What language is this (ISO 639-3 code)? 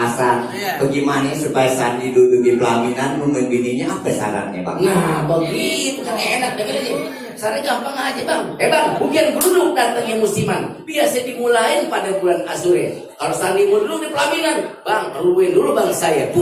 bew